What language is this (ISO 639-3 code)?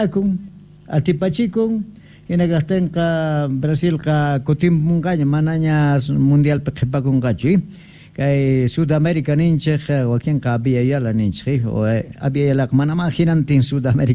que